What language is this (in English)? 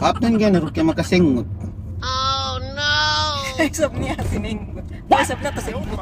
Yakan